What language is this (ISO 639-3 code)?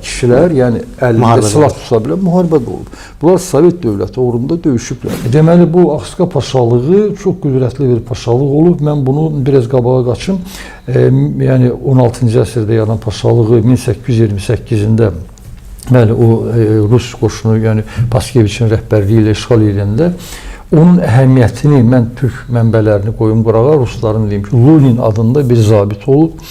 aze